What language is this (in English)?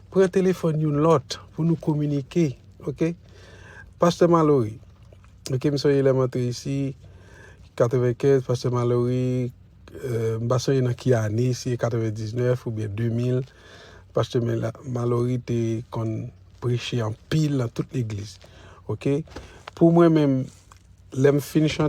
Haitian Creole